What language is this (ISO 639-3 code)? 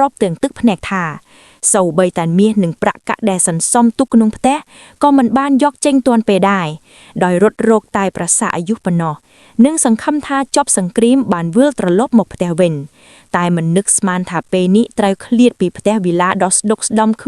khm